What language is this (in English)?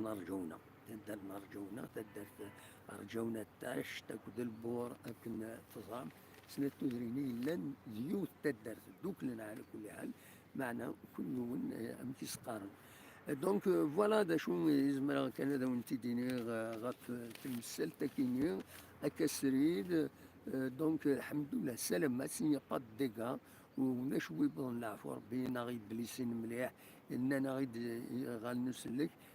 Kabyle